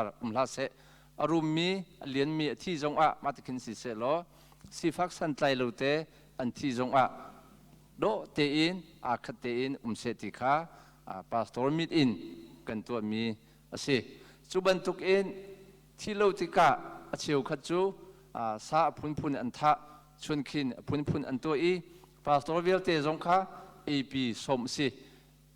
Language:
Hakha Chin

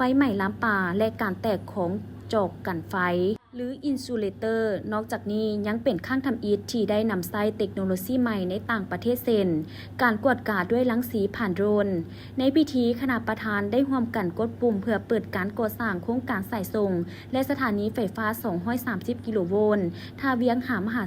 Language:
Lao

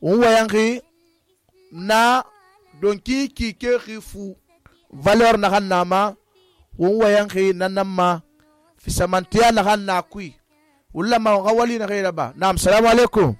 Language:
Susu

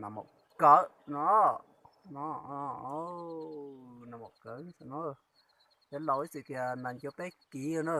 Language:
Hmong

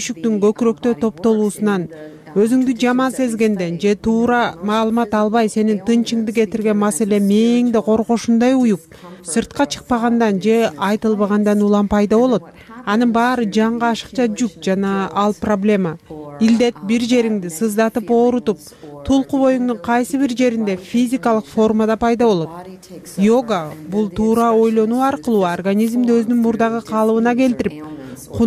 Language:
Kyrgyz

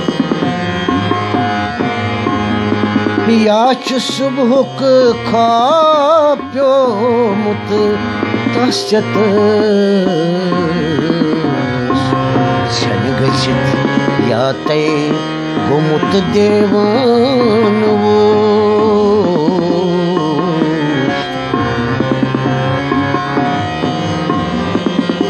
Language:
Kashmiri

